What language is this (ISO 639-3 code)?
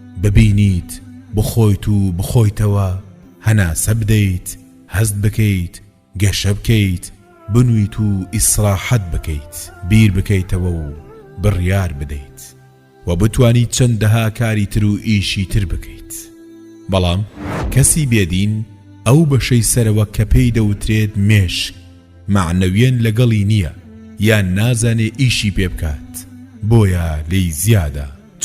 ckb